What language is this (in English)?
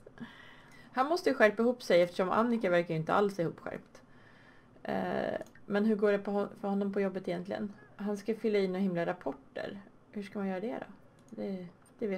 Swedish